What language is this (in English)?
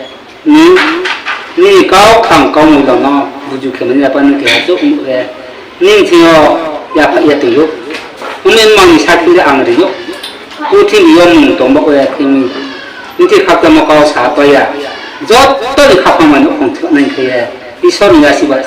Riang (India)